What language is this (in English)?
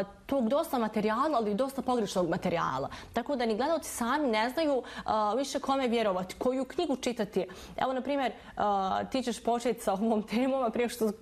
Bosnian